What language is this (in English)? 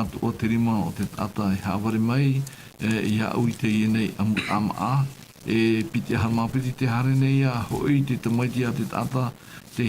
Tahitian